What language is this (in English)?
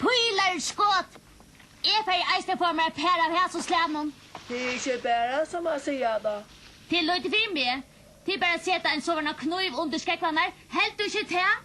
Faroese